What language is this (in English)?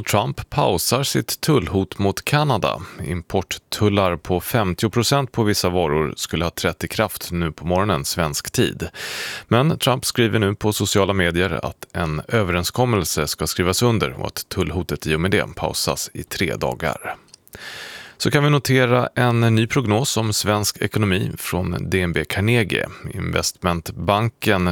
Swedish